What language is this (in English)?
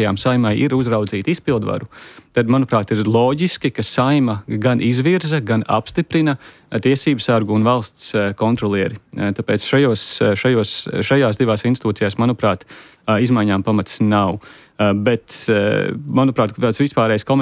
Latvian